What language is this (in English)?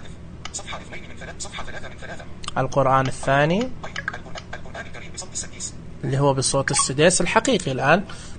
Najdi Arabic